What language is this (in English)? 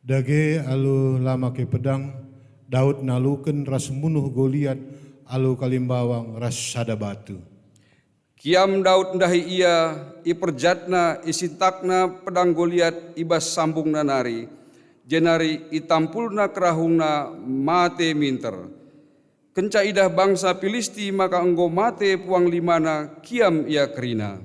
Batak Karo